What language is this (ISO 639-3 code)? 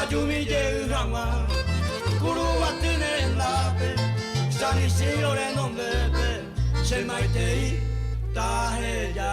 grn